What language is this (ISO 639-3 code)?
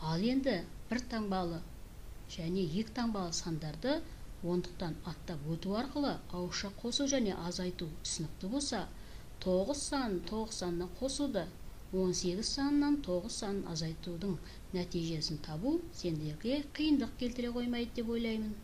kaz